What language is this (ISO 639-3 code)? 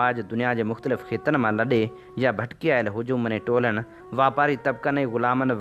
snd